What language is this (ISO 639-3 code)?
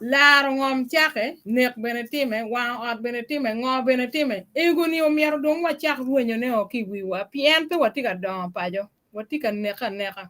ach